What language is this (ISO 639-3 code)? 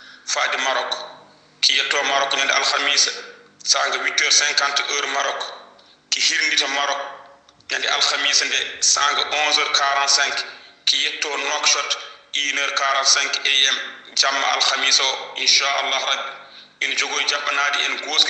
ful